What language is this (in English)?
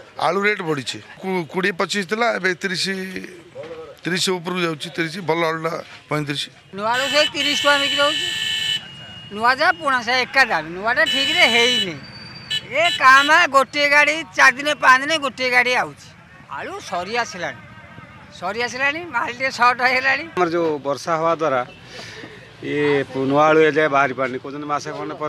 Odia